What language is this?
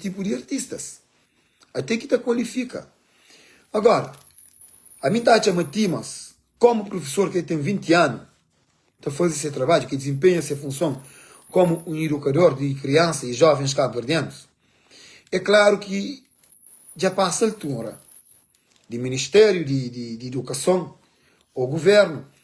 Kabuverdianu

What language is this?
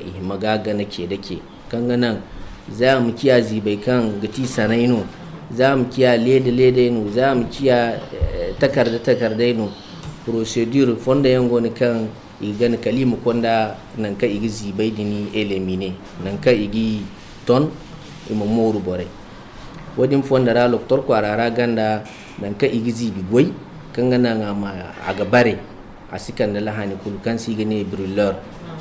Zarma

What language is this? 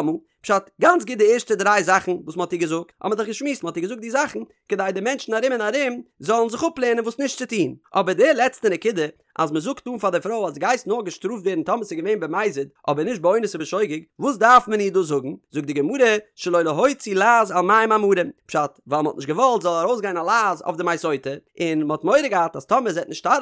Yiddish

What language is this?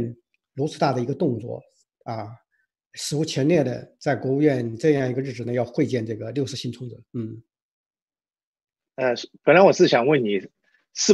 Chinese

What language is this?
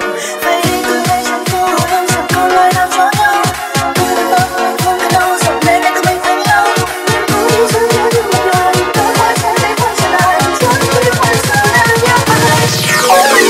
Vietnamese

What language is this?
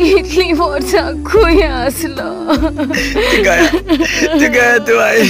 Konkani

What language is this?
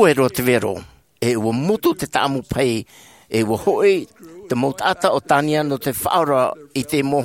Tahitian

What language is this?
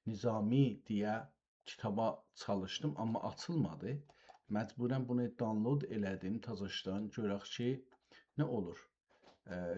South Azerbaijani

